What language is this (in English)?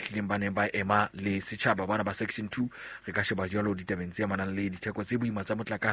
Southern Sotho